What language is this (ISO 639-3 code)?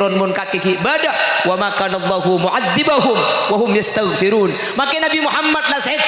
mad